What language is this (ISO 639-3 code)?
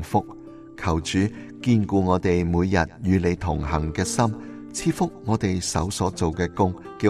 yue